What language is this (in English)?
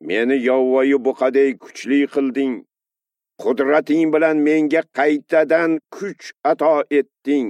Uzbek